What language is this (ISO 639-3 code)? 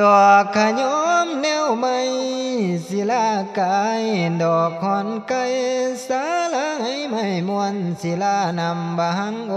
tts